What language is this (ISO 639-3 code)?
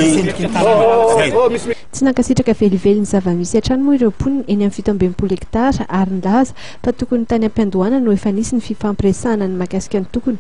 mlg